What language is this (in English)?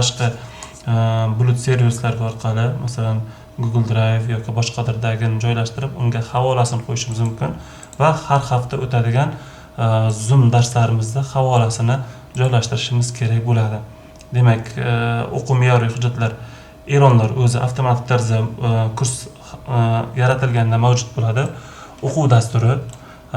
Uzbek